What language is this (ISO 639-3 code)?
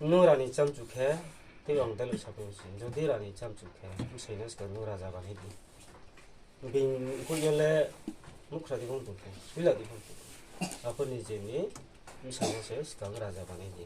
ria